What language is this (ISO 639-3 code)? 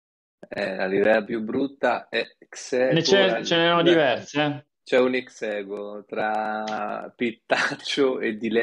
ita